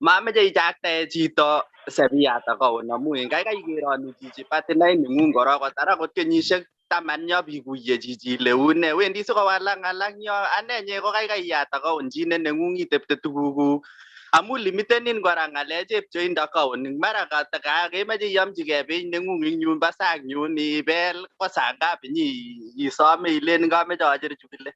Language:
Kalenjin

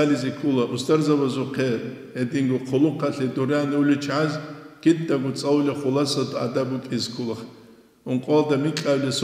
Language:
Avaric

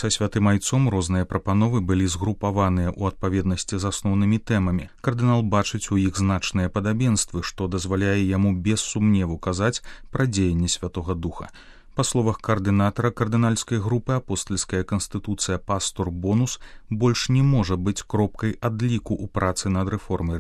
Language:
Belarusian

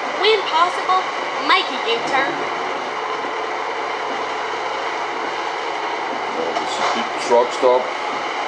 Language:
English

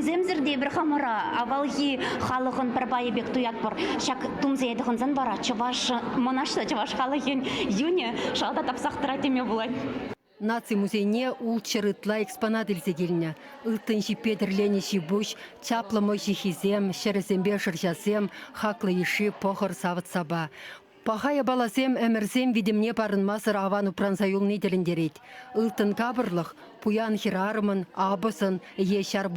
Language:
Chuvash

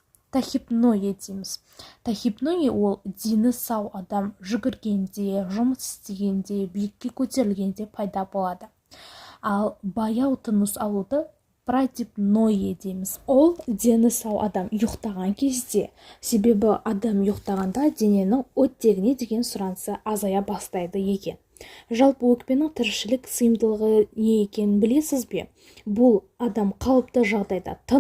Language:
Kazakh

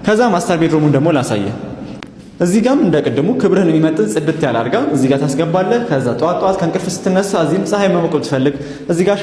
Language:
Amharic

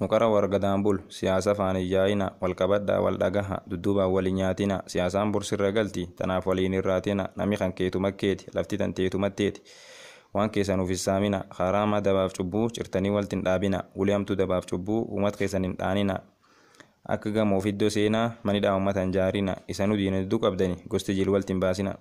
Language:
Oromo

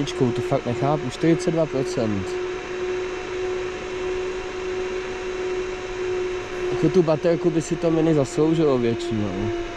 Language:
Czech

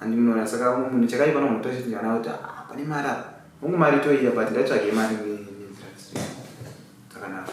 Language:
Shona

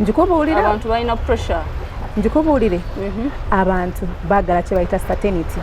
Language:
Ganda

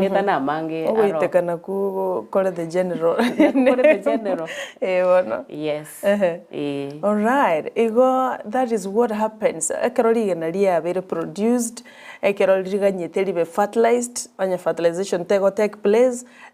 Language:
Gusii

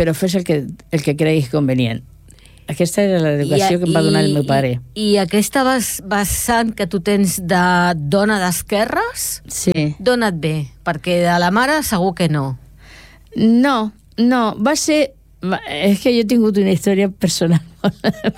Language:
Catalan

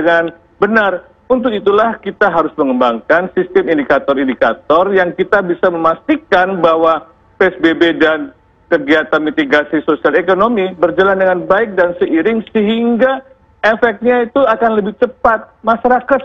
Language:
Indonesian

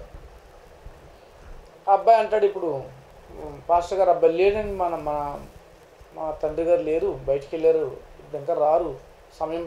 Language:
Telugu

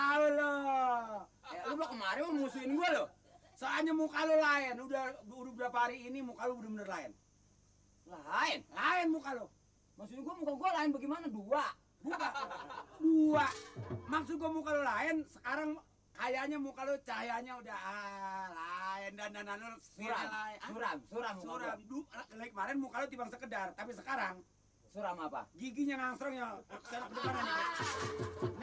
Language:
Betawi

